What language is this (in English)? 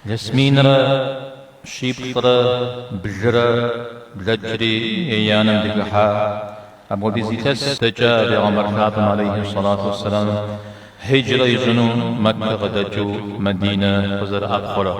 Kabardian